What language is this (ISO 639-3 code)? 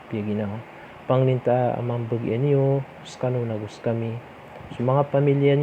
mrw